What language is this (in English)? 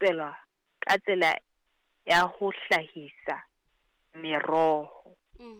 Southern Sotho